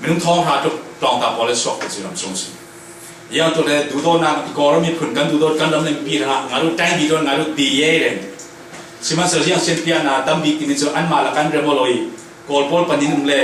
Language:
Falam Chin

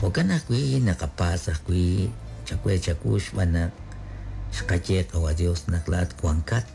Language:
Kekchí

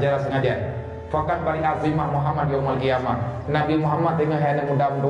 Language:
Achinese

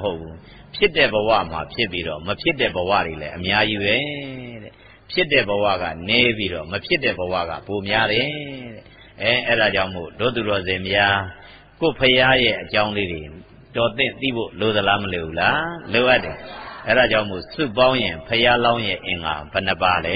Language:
Burmese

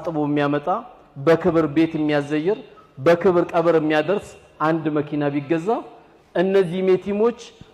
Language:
Amharic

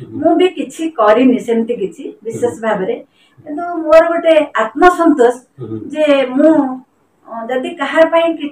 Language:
Odia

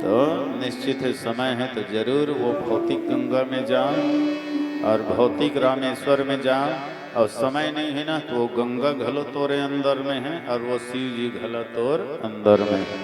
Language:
Chhattisgarhi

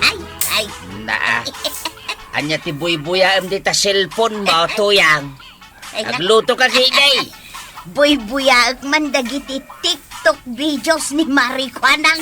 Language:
Iloko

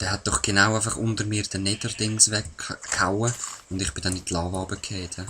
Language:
Swiss German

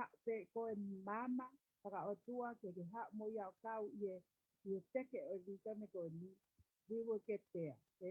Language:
Tongan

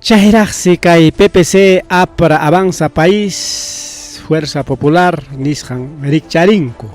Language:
Ayacucho Quechua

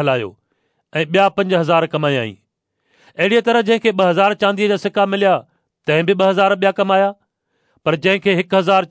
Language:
Sindhi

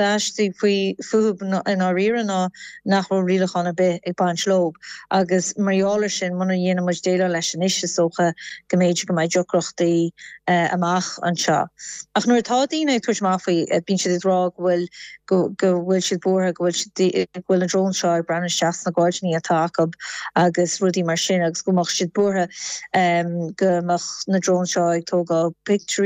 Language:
Irish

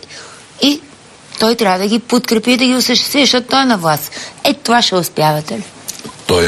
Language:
Bulgarian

